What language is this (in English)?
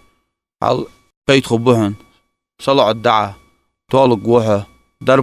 Ingush